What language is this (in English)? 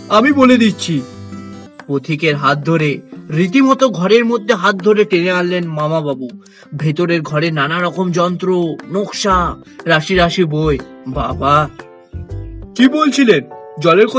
Bangla